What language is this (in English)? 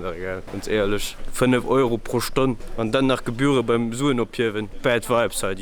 Luxembourgish